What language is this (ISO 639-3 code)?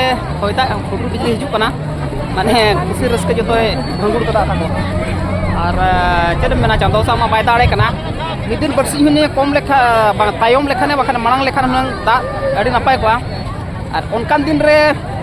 sat